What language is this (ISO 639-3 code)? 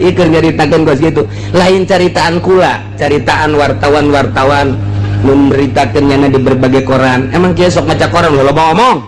sun